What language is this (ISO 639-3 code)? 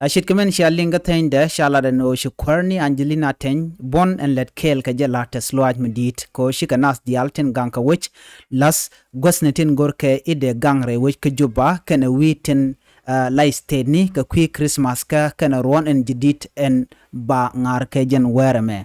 nus